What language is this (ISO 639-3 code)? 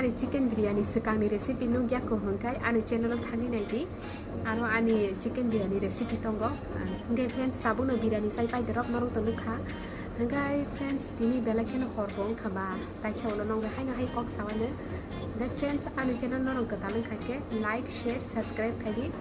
trp